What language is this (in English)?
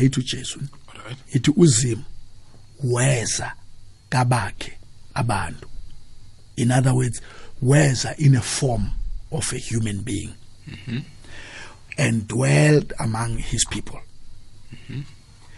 South Ndebele